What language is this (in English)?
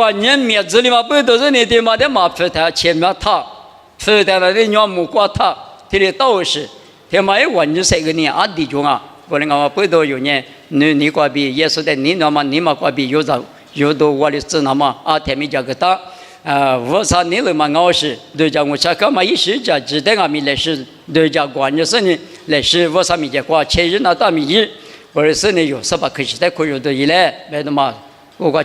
Lisu